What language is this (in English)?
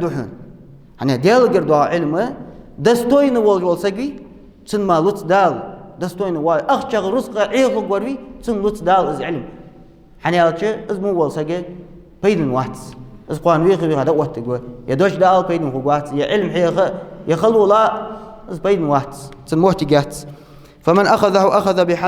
Ingush